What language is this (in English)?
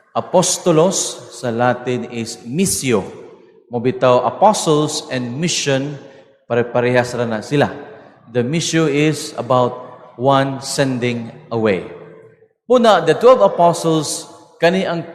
Cebuano